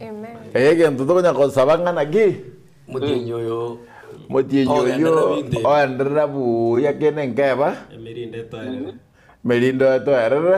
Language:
Gusii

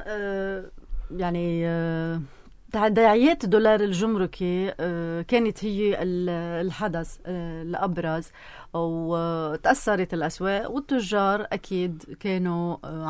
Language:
North Levantine Arabic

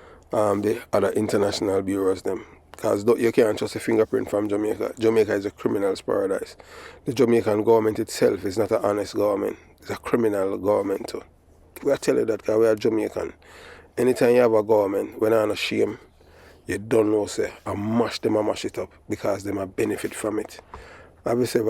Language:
Jamaican Creole English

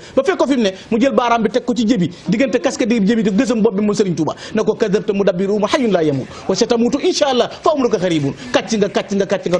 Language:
Wolof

